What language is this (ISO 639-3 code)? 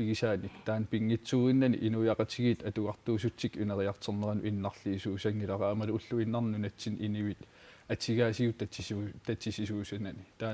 kal